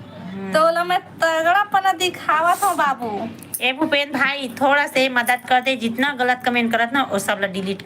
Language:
Chhattisgarhi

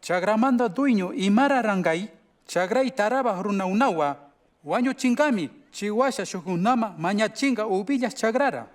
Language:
Chimborazo Highland Quichua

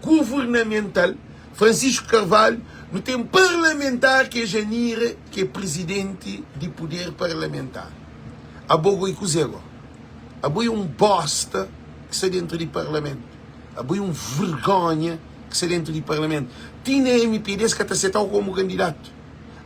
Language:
Kabuverdianu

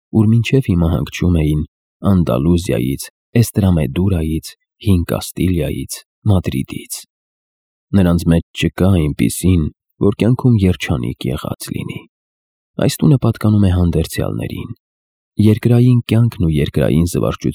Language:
Armenian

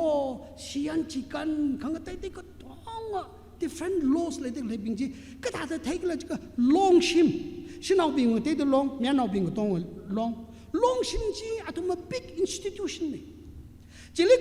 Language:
Tangkhul Naga (India)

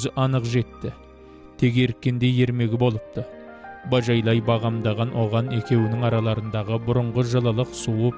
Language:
Kazakh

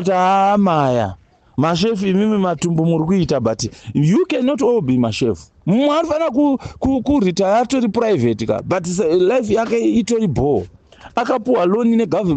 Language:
Shona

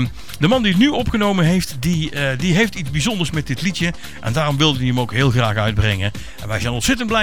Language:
Dutch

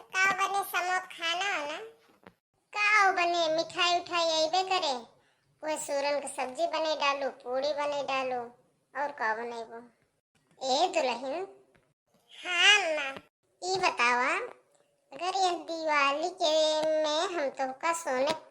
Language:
Awadhi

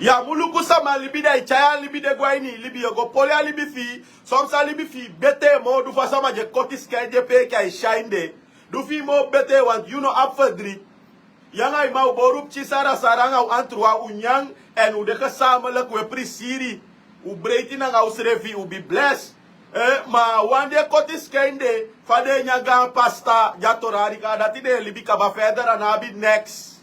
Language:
Sranan Tongo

